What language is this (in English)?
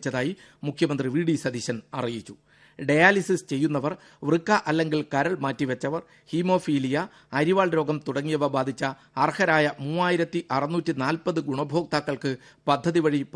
Malayalam